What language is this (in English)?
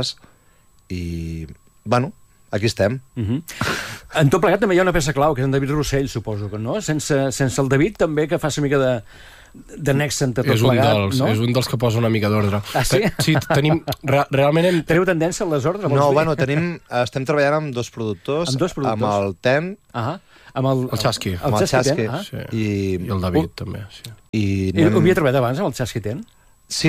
Catalan